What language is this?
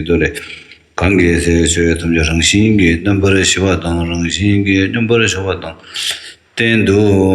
Tibetan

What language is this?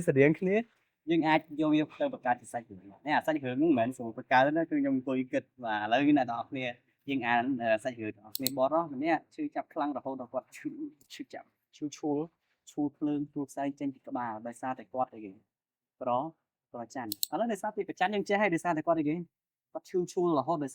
Khmer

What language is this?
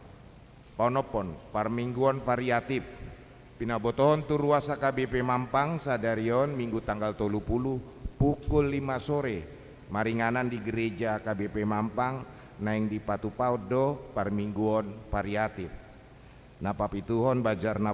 Batak Toba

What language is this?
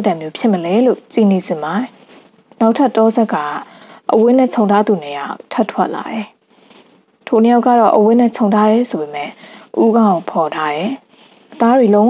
Burmese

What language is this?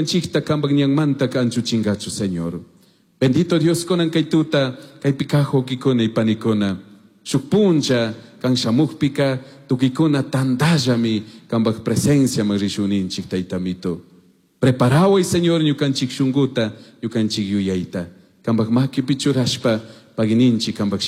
Chimborazo Highland Quichua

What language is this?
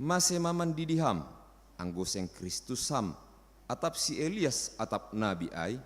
Batak Simalungun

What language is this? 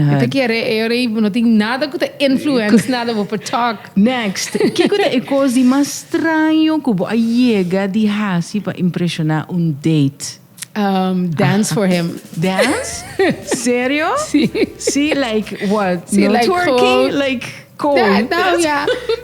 Papiamento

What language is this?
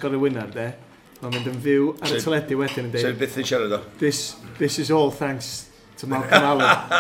Welsh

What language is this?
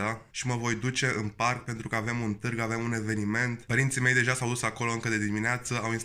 Romanian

